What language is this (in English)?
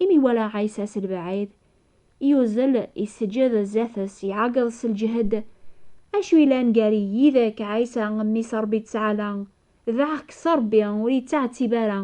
Kabyle